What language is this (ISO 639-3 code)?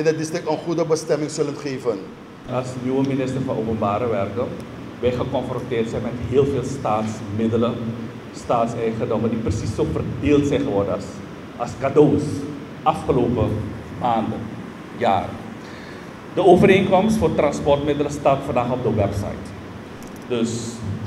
nld